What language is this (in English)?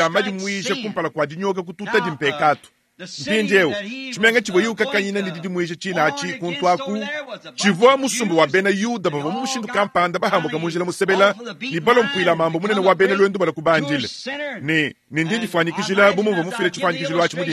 Luba-Lulua